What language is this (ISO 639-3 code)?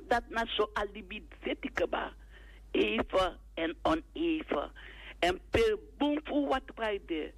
srn